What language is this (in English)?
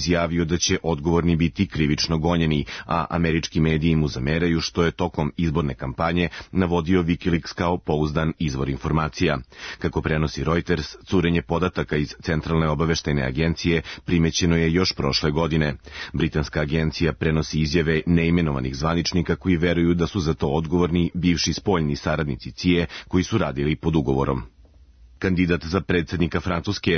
Serbian